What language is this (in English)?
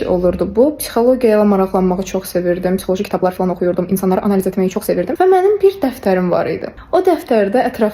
Azerbaijani